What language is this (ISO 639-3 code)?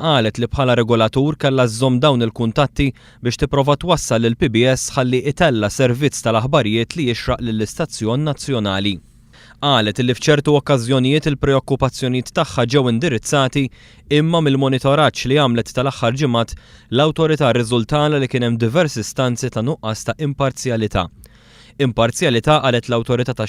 mlt